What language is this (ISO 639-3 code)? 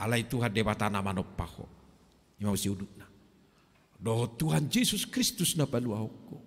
bbc